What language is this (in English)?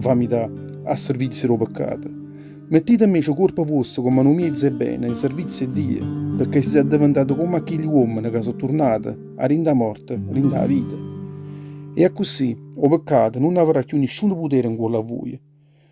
Neapolitan